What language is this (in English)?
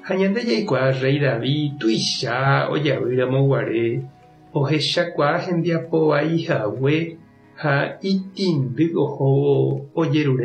Guarani